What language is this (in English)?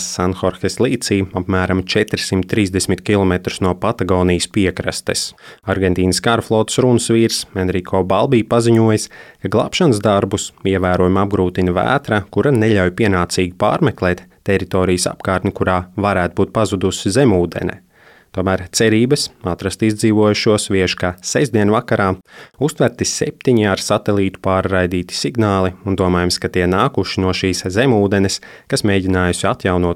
Latvian